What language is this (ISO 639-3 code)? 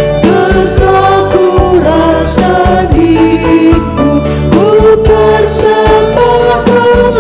btx